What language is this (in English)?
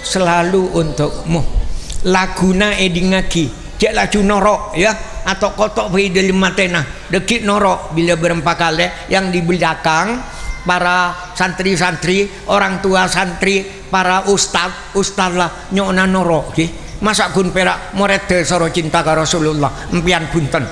Madurese